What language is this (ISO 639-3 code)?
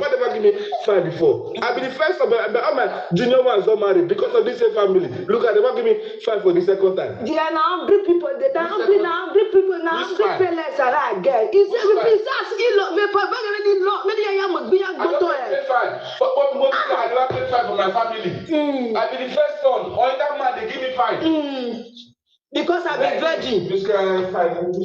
pcm